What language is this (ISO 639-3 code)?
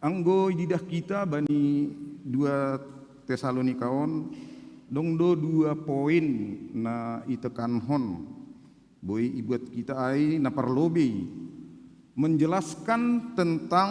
bts